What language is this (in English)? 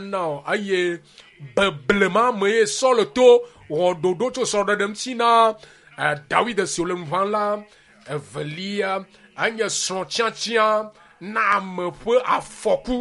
Ewe